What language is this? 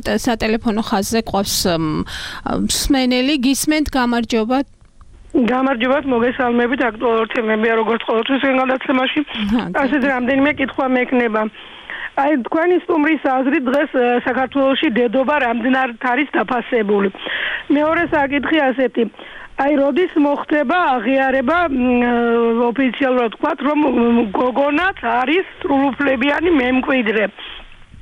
Georgian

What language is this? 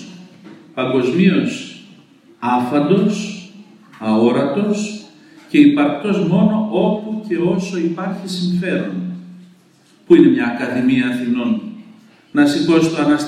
Greek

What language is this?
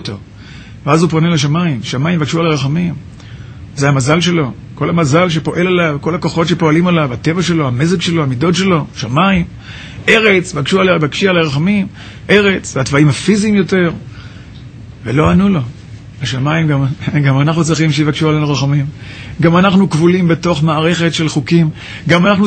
Hebrew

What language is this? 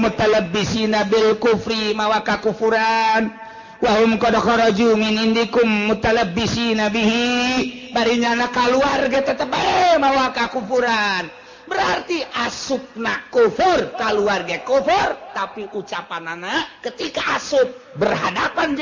Sundanese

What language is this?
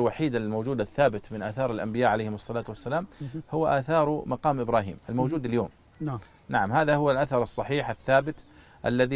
Arabic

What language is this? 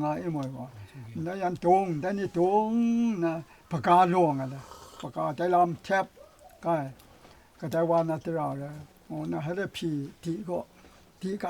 Kachin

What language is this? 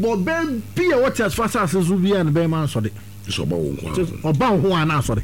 Akan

